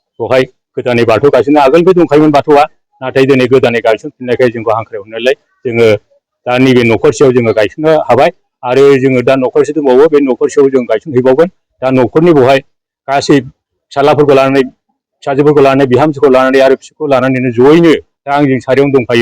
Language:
Bodo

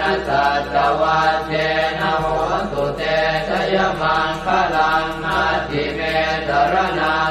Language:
Pali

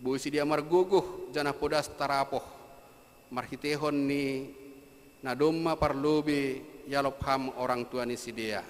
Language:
Batak Simalungun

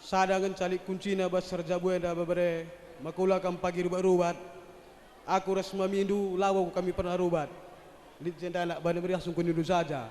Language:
Batak Karo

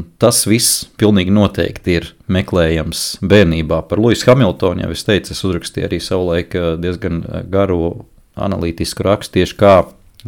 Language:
Latvian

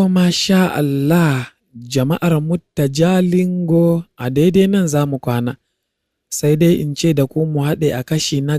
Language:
Hausa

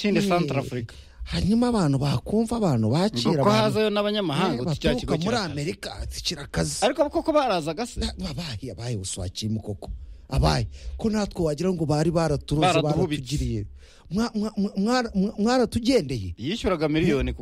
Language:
Kinyarwanda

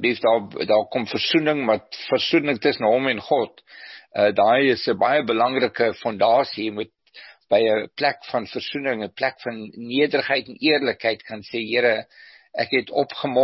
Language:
Afrikaans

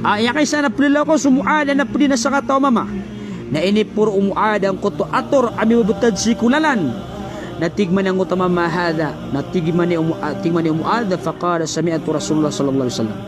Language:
Maranao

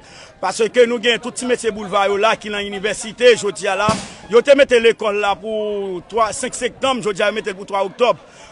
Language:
Haitian Creole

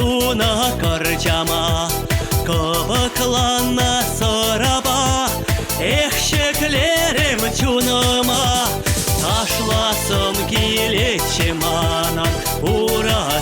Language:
Chuvash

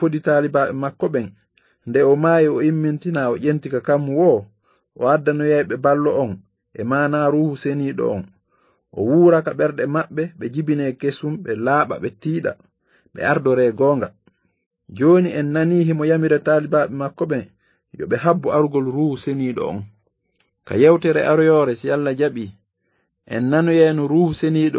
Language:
Fula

